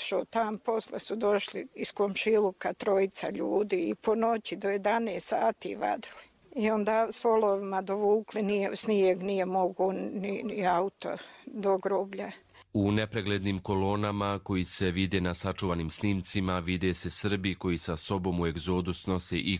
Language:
Croatian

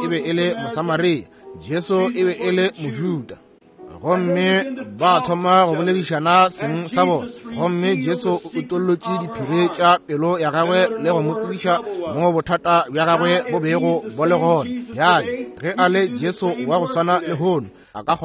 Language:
Northern Sotho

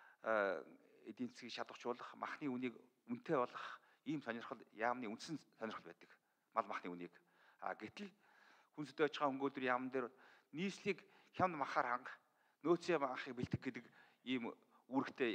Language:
Mongolian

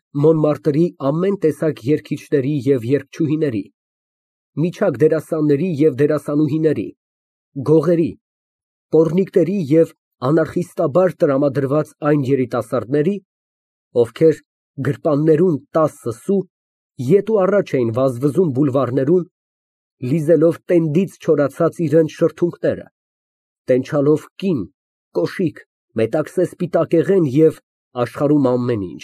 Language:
Armenian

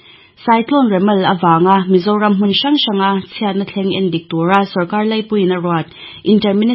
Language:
Mizo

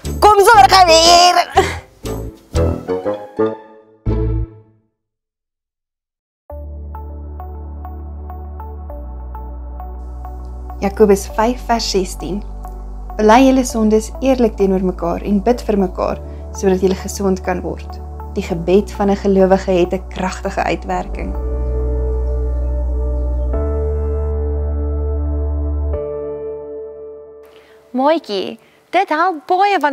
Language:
Afrikaans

